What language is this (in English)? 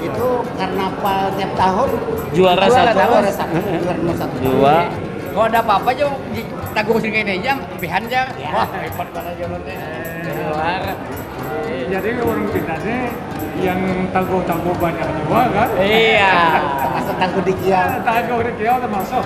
Banjar